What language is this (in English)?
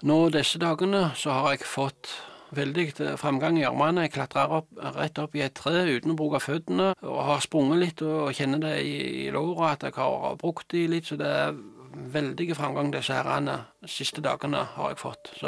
Norwegian